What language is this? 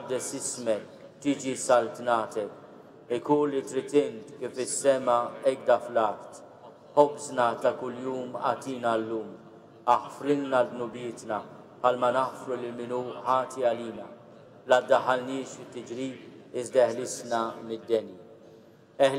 Maltese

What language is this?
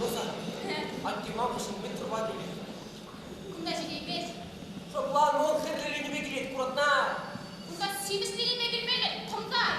Chuvash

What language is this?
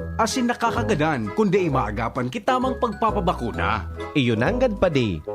Bikol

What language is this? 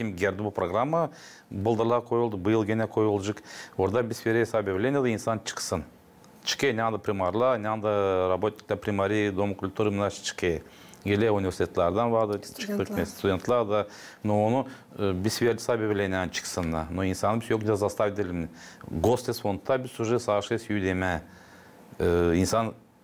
Gagauz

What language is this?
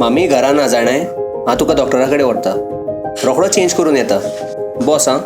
Konkani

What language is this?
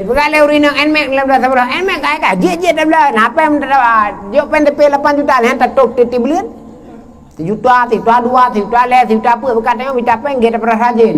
Achinese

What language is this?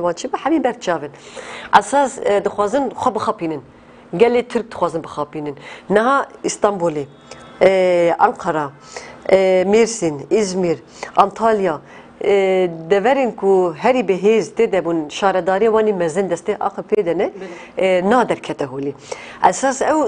Kurdish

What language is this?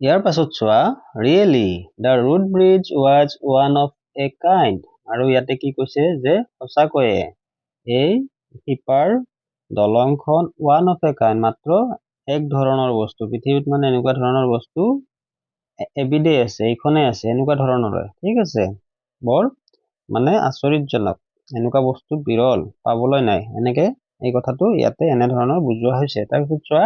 Assamese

